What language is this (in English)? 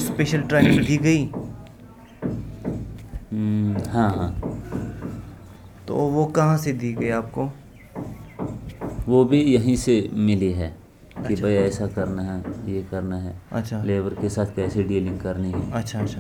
Urdu